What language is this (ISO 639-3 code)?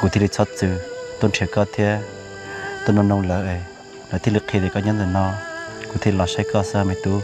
hmn